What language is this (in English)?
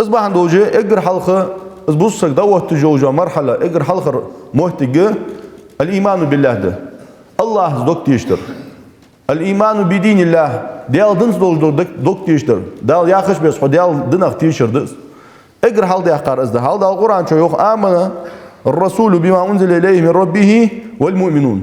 Ingush